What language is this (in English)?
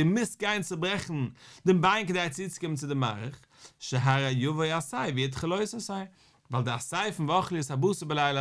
Yiddish